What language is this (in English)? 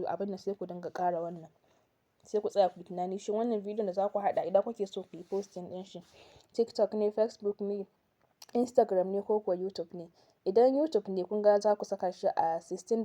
Hausa